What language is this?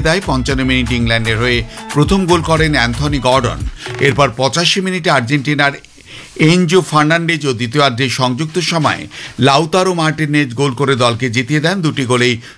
Bangla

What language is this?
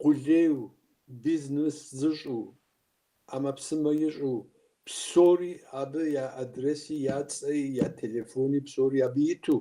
Kabardian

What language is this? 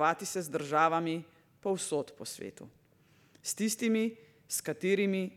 Slovenian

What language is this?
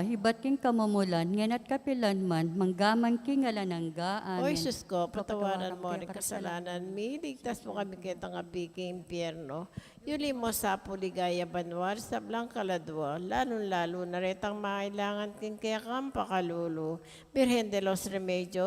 Pampanga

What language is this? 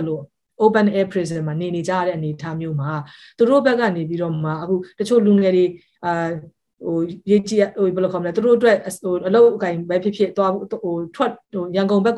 Burmese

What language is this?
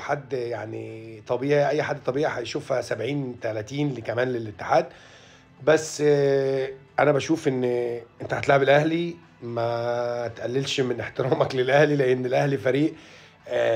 Egyptian Arabic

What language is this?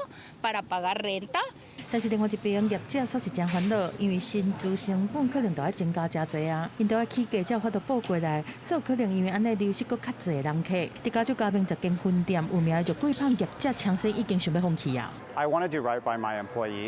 Min Nan Chinese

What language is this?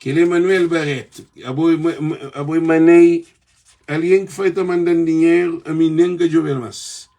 Kabuverdianu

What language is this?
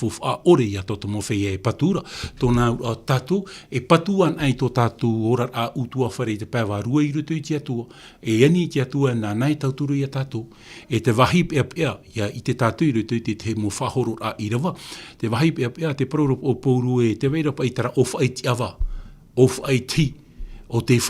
Tahitian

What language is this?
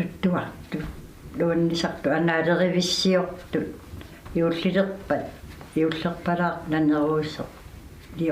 Kalaallisut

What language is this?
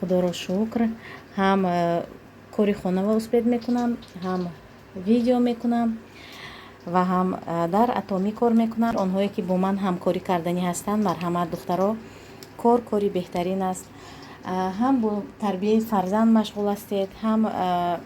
Tajik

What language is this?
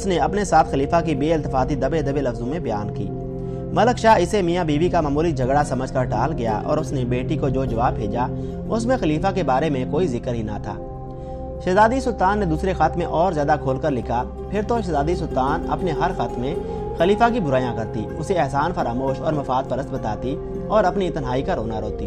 Urdu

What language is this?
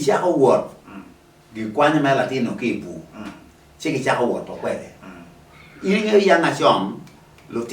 Acoli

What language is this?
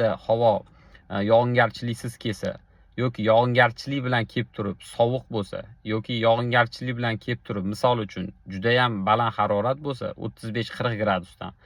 Uzbek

